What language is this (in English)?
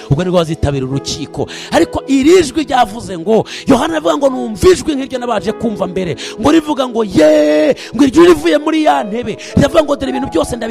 Kinyarwanda